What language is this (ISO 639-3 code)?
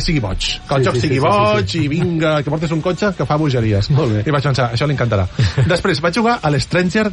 cat